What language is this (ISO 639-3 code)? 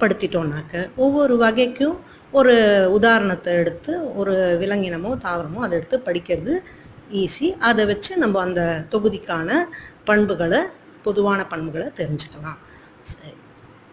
tam